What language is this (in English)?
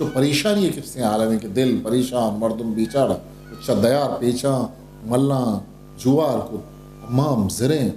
Eastern Balochi